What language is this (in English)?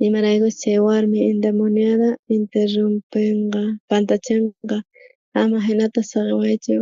South Bolivian Quechua